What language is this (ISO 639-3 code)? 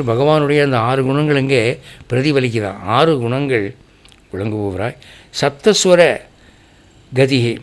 tam